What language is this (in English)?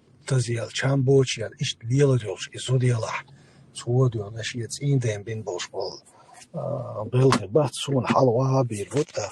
Chechen